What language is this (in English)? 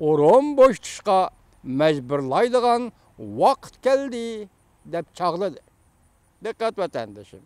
Uyghur